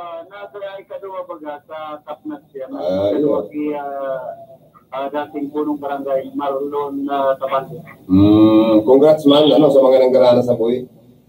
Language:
Bikol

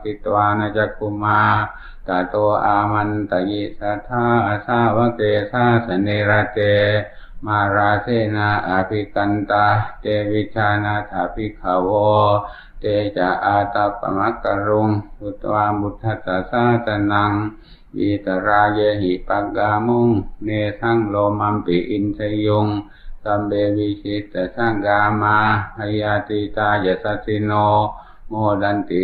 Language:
Pali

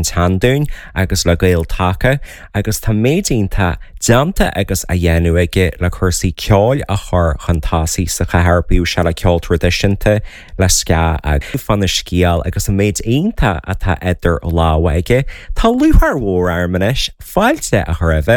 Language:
Irish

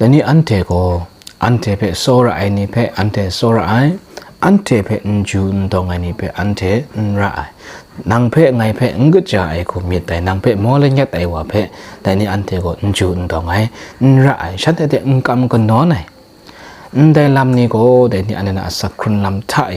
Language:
Kachin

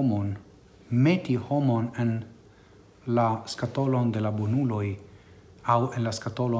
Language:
Esperanto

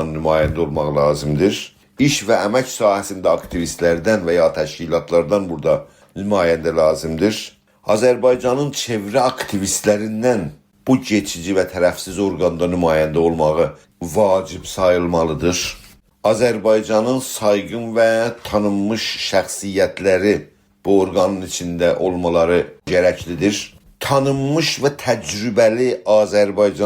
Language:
South Azerbaijani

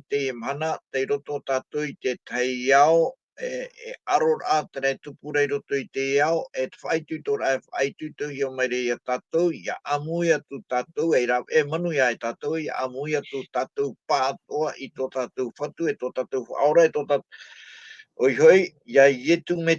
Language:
Tahitian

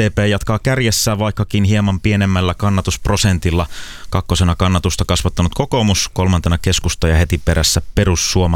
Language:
Finnish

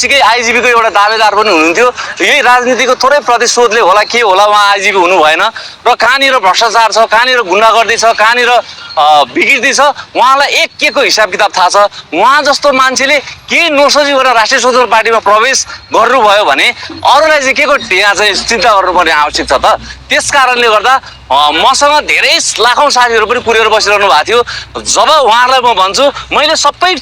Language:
Nepali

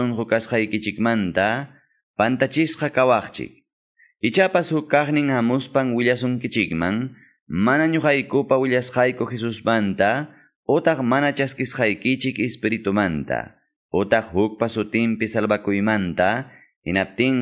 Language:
Quechua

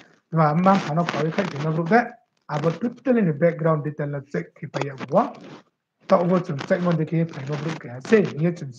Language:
Riang (India)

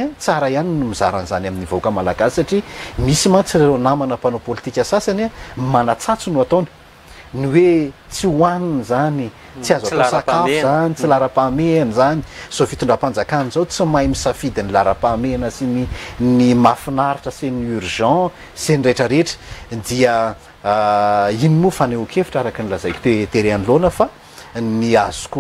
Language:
Malagasy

